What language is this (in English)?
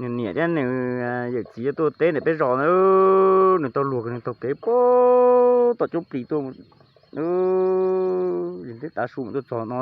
Hmong